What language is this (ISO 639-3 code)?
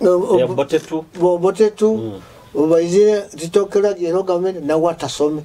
nyo